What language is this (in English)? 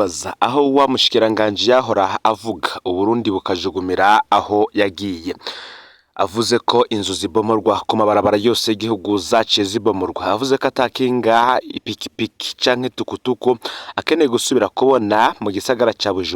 Rundi